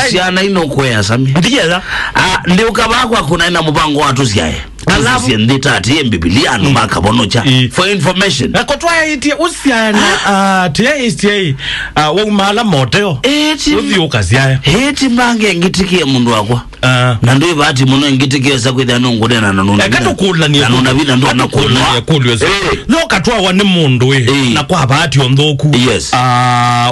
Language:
Kamba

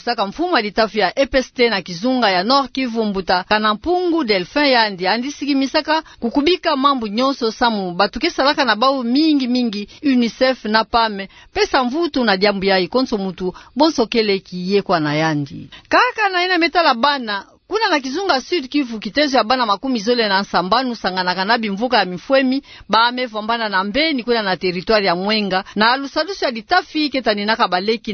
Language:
Kituba (Democratic Republic of Congo)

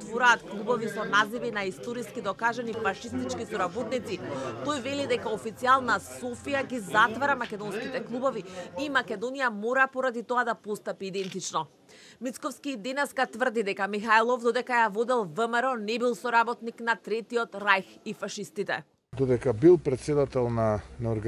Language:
Macedonian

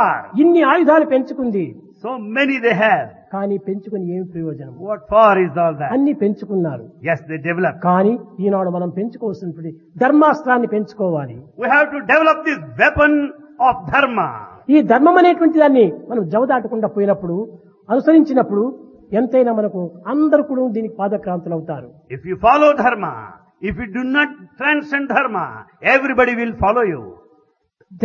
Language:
Telugu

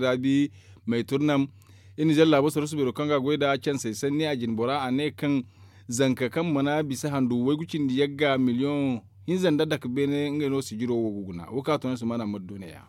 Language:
Zarma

